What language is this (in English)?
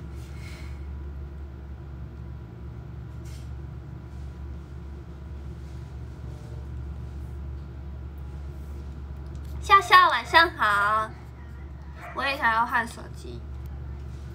Chinese